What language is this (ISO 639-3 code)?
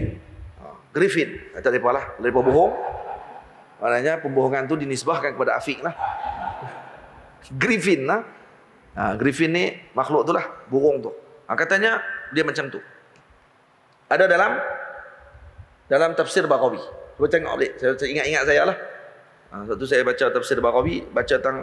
msa